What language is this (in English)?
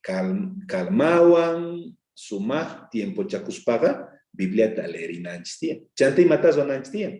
South Bolivian Quechua